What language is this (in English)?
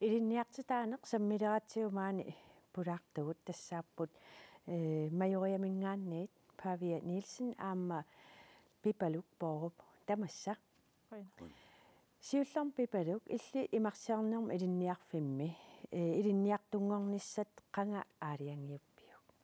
Kalaallisut